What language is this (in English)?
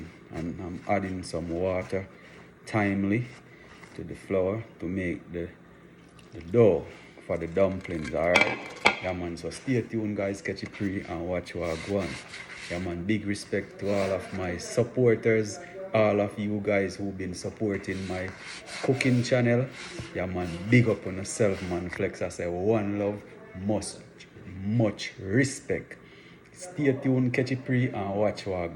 Jamaican Creole English